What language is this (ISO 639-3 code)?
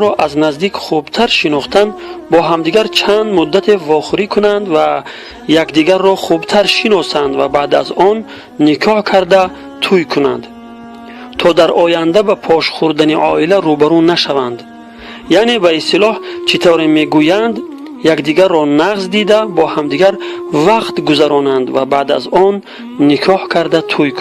tgk